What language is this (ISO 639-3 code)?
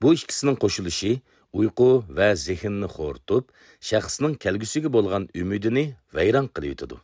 uig